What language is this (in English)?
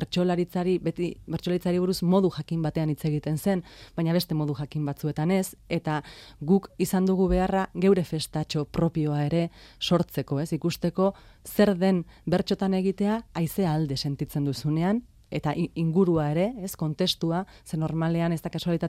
Basque